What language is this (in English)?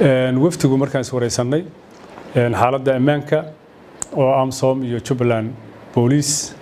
Somali